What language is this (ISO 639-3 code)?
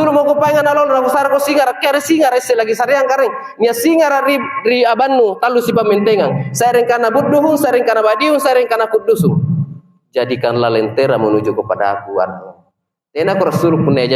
mak